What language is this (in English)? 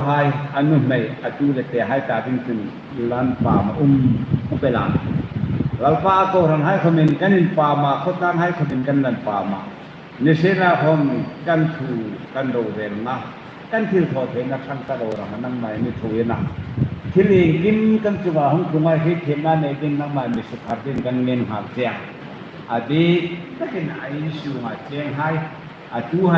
Hmar